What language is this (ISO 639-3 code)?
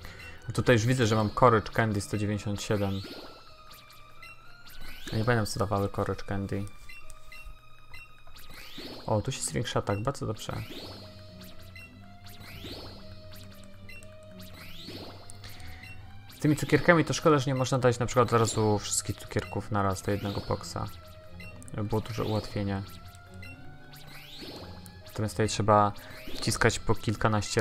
pol